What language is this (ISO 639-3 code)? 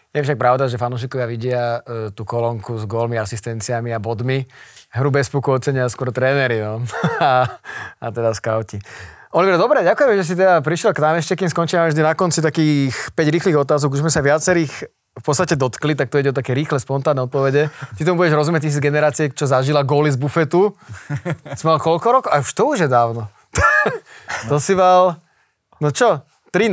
slk